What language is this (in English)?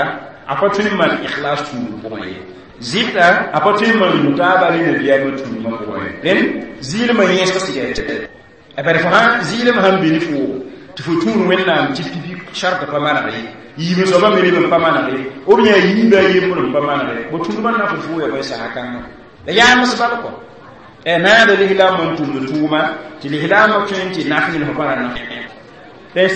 Mossi